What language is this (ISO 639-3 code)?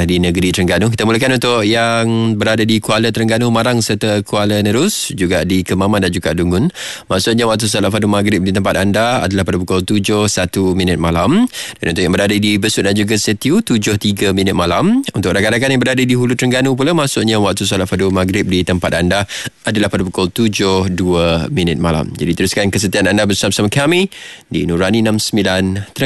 msa